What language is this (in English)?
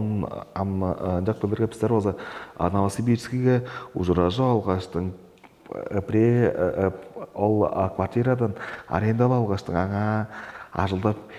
Tuvinian